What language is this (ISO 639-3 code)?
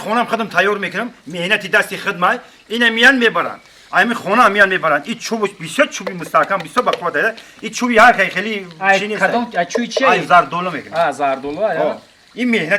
tgk